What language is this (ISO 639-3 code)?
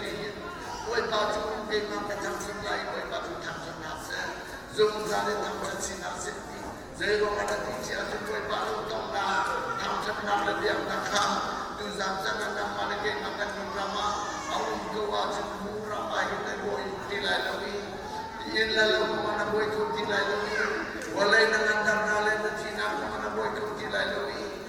cnh